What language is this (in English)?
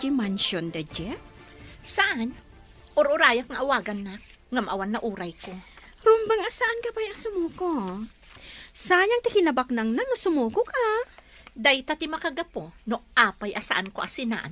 Iloko